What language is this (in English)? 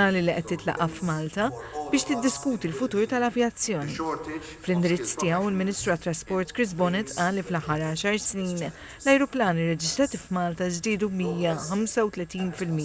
Maltese